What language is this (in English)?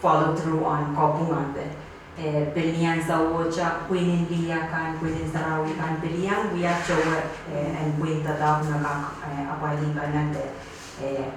Pohnpeian